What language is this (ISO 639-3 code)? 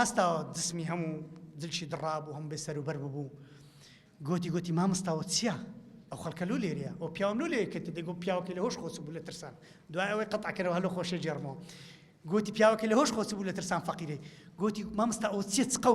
ckb